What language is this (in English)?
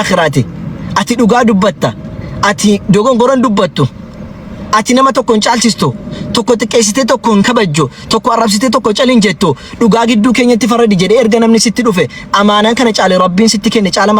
Oromo